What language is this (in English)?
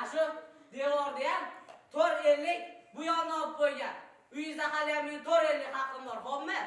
Uzbek